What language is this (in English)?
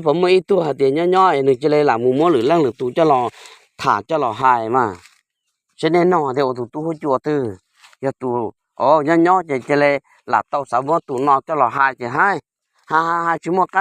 Hmong